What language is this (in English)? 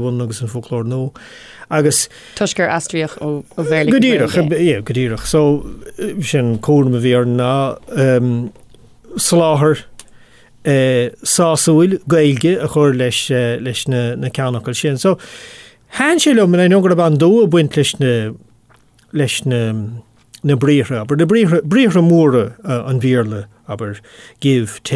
Irish